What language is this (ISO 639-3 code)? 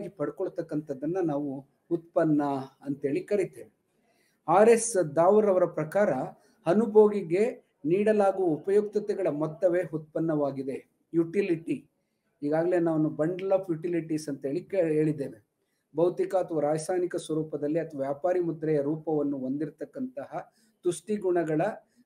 kan